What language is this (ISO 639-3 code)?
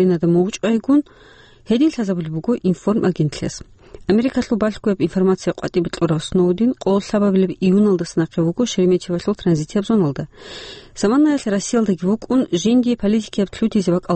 ava